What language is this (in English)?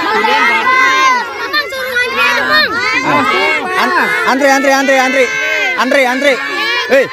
Betawi